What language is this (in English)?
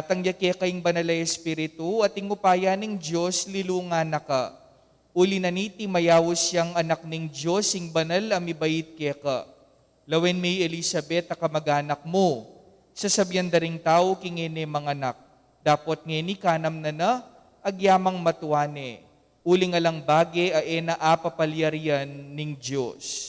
Pampanga